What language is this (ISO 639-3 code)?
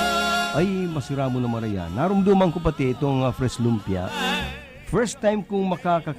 bik